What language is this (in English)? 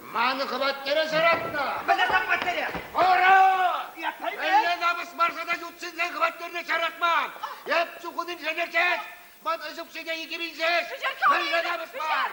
Chuvash